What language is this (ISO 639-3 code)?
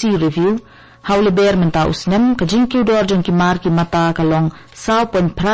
kha